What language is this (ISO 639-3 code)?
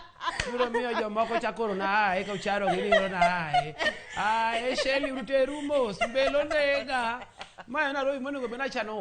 luo